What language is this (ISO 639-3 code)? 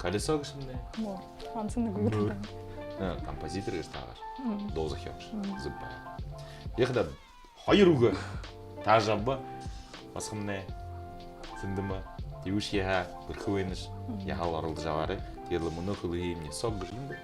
bua